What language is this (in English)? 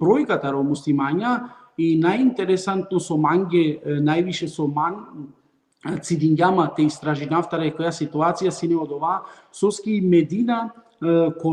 Balkan Romani